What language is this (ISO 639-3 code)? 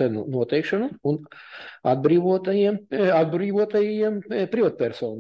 lav